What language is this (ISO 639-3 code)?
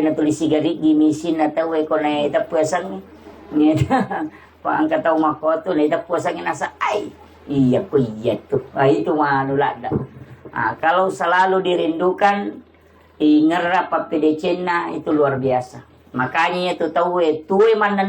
bug